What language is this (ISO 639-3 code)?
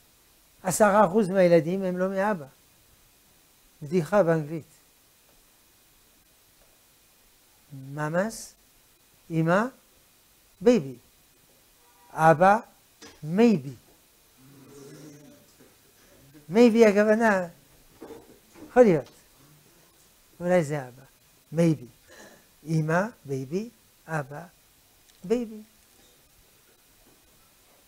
heb